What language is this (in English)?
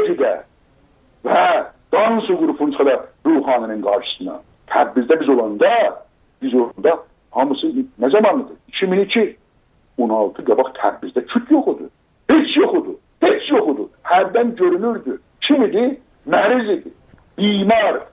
South Azerbaijani